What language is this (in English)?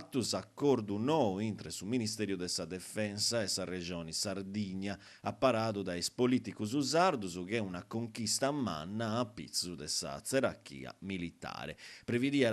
Sardinian